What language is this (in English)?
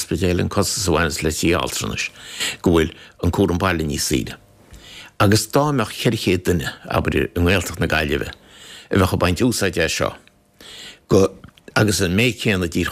Irish